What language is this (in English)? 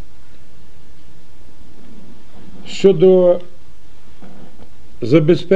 Ukrainian